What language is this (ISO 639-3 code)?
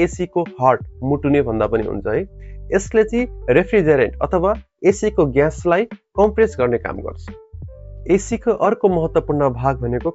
nep